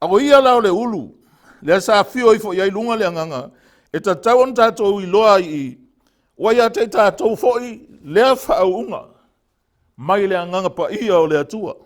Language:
Samoan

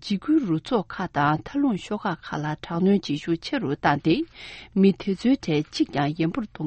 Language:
Tibetan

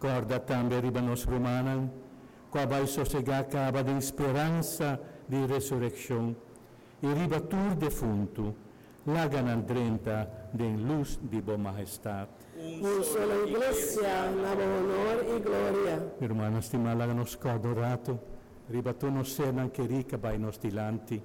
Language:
Papiamento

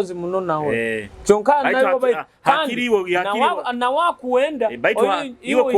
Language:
Nyoro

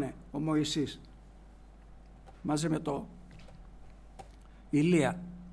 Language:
Greek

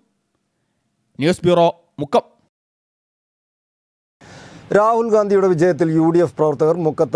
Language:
Malayalam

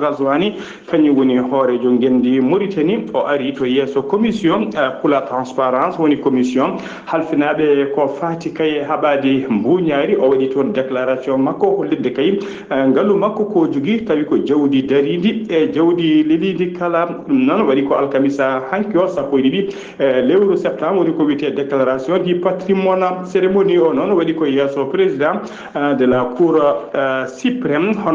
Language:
Fula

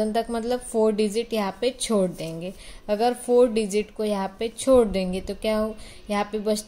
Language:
Hindi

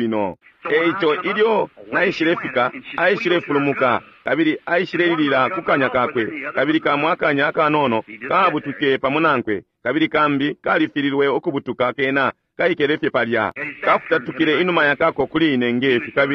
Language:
Bemba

